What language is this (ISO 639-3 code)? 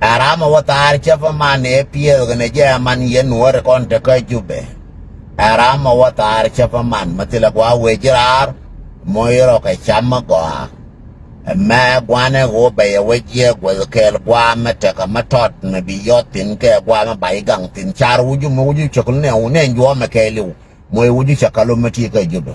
nus